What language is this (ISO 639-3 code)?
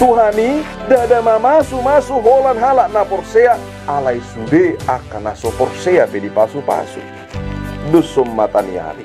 bbc